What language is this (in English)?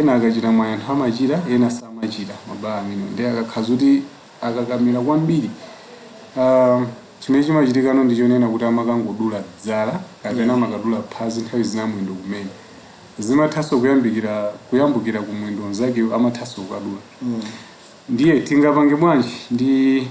Nyanja